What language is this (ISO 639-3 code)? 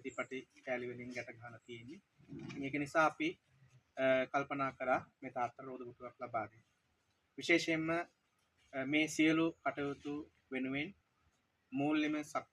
sin